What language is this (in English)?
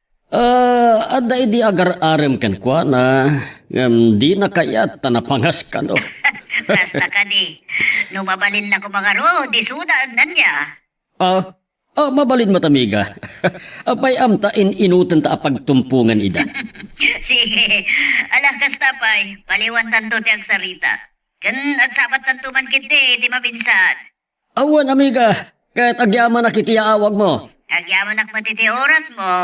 Iloko